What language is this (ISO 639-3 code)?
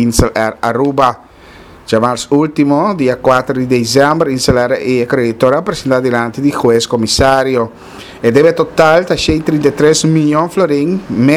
pap